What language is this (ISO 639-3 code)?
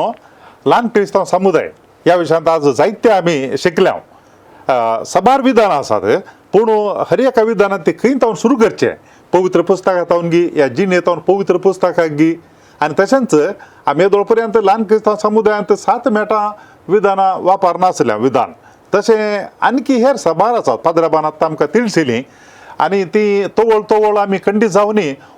kok